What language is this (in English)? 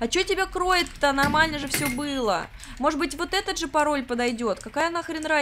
Russian